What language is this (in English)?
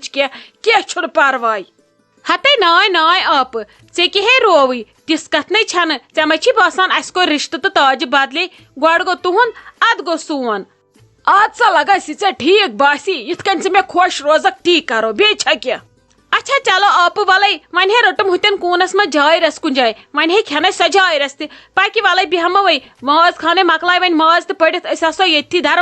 Kashmiri